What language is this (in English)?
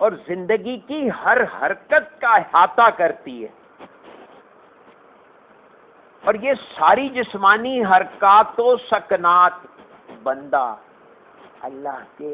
Urdu